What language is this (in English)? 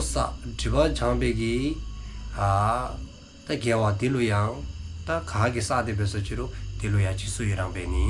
Dzongkha